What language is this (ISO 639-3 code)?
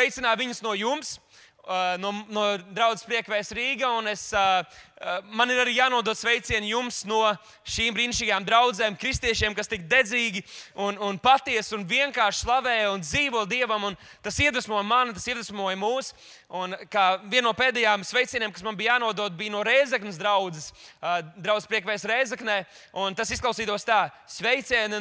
lav